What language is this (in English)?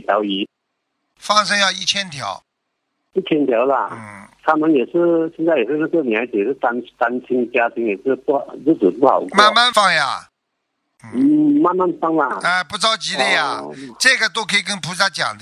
Chinese